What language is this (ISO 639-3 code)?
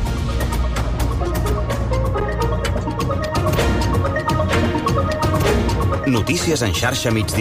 cat